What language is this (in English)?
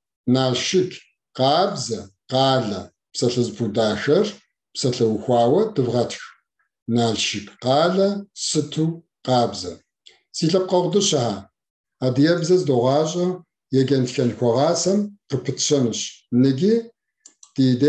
Kabardian